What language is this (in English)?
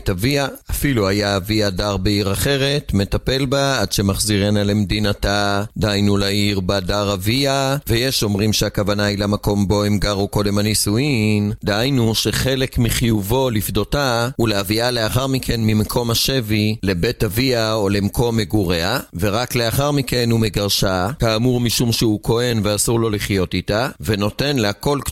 Hebrew